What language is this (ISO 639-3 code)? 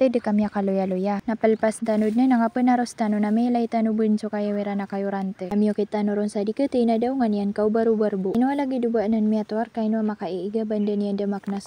mrw